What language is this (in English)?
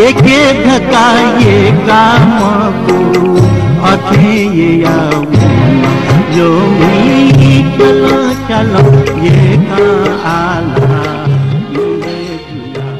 Newari